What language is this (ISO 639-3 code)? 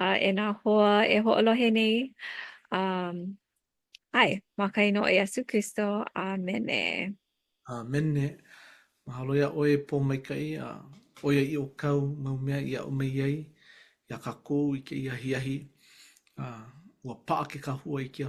haw